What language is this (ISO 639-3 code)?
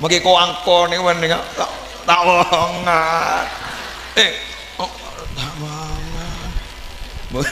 mad